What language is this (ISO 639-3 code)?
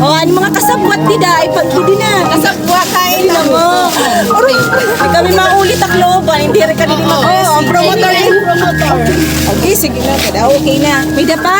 war